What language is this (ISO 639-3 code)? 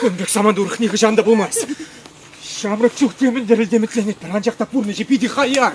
chv